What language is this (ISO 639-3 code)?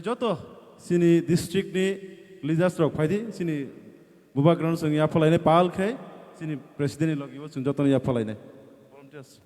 trp